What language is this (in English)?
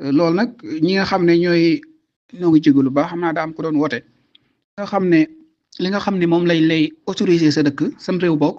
Wolof